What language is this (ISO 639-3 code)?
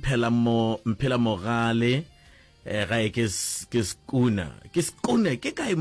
nso